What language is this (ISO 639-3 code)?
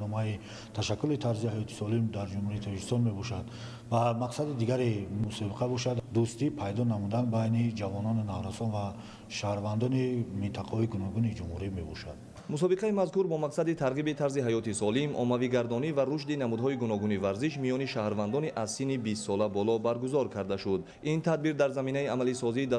tgk